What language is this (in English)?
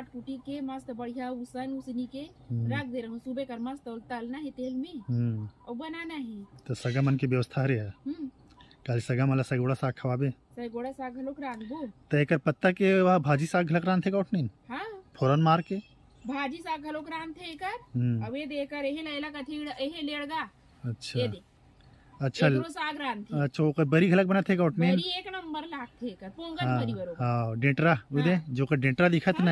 Chhattisgarhi